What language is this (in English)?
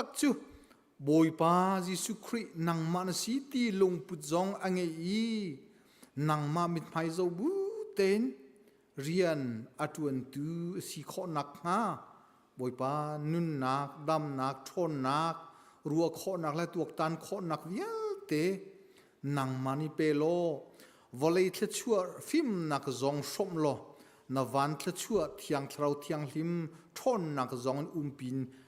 Hakha Chin